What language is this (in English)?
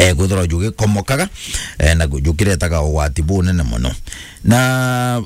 Meru